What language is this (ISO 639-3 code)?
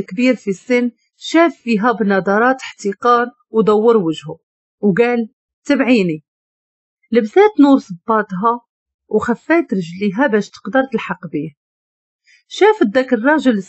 ary